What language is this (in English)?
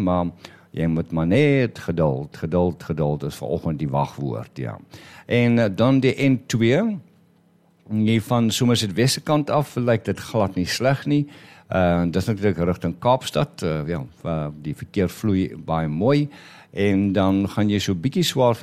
Afrikaans